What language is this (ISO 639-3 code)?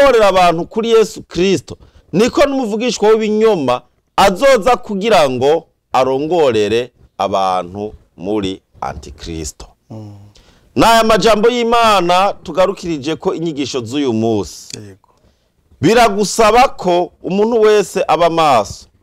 run